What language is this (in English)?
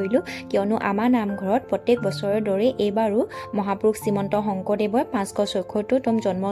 Assamese